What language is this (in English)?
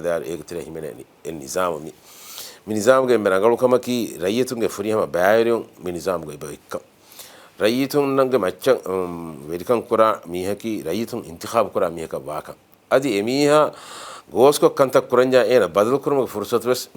Divehi